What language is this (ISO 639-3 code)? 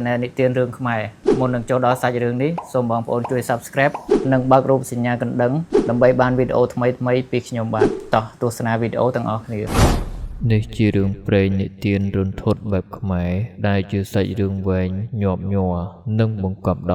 khm